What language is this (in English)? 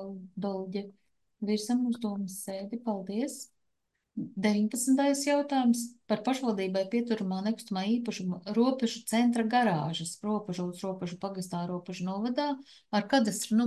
Latvian